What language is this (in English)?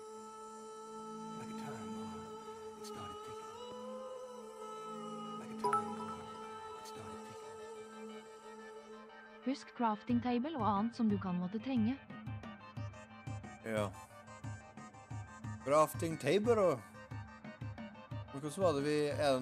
Norwegian